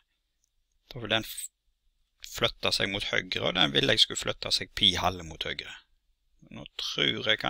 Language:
Norwegian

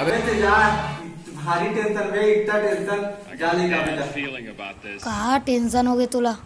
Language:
Chhattisgarhi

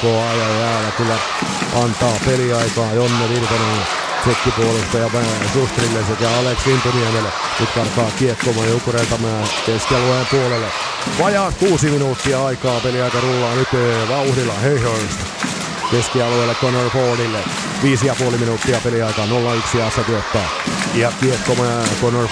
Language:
Finnish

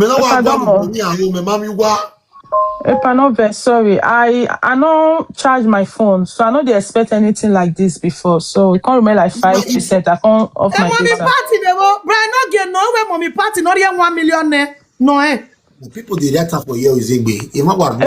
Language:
Nigerian Pidgin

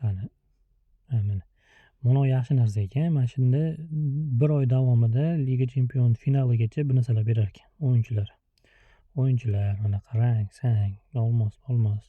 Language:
Uzbek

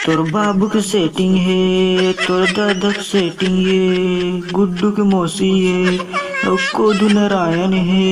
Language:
Chhattisgarhi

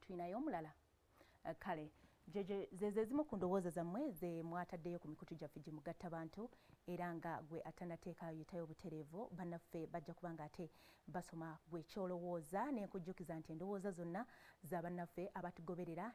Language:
Ganda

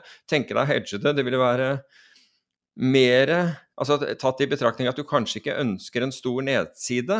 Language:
Norwegian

